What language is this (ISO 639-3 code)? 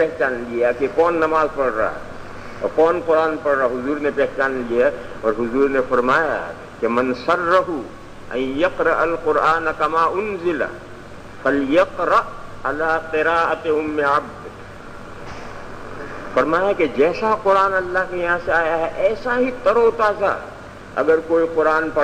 urd